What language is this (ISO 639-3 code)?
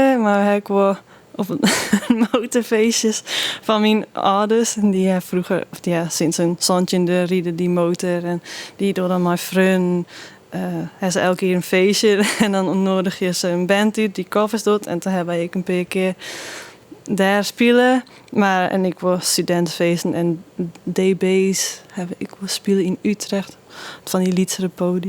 fry